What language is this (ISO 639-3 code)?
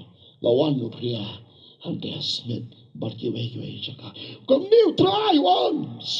kha